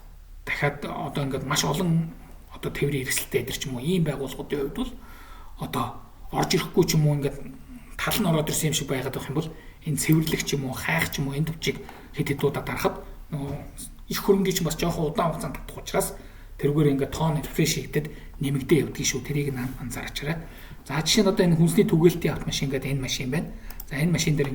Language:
Mongolian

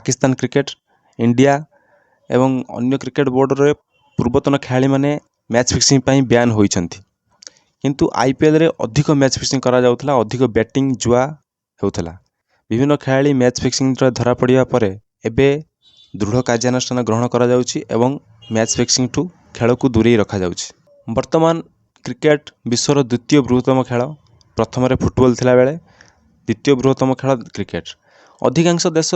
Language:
Odia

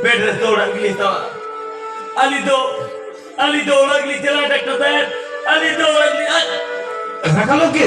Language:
Santali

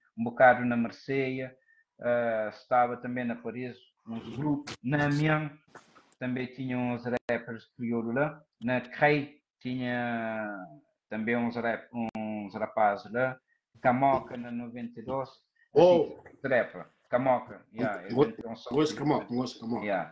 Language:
Kabuverdianu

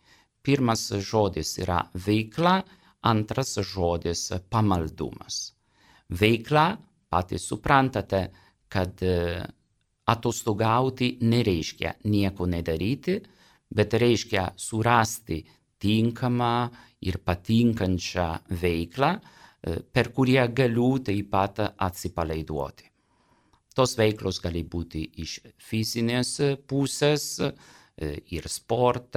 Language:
Lithuanian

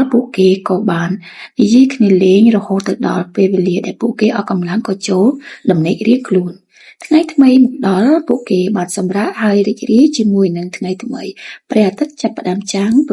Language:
Khmer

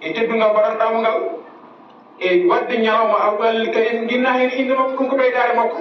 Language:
Fula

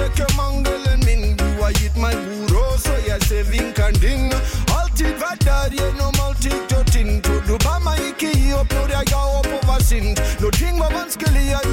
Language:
Norwegian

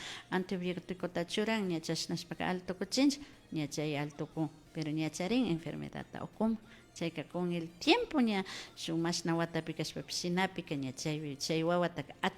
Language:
Imbabura Highland Quichua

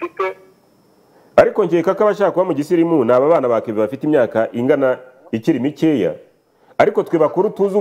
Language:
Kinyarwanda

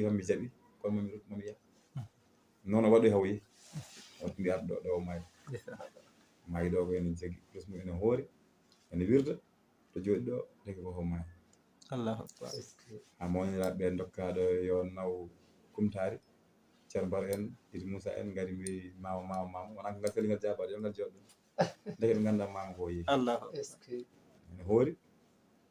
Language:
Fula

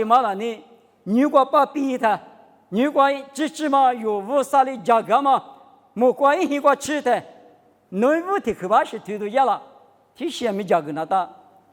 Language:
Lisu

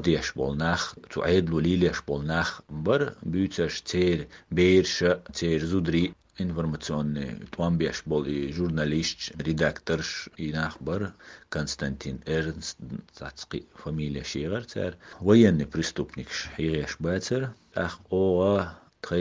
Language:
Chechen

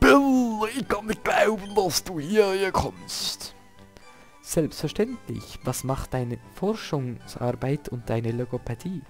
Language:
Swiss German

